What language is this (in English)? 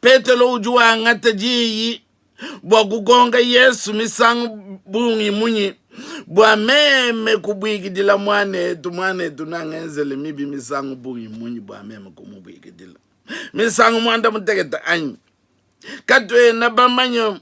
Luba-Lulua